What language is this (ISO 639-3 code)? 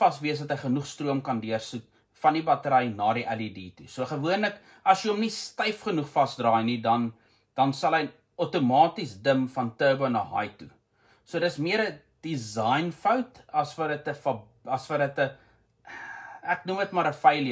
afr